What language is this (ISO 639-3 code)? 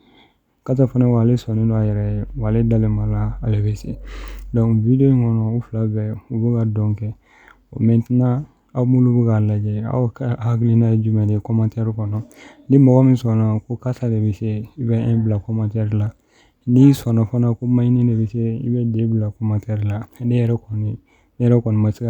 bam